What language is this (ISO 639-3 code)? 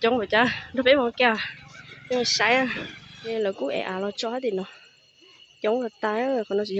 hmn